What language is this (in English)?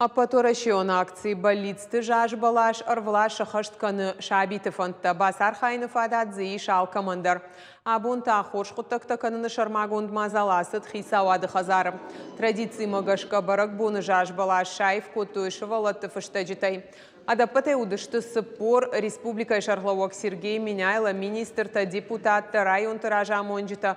Ossetic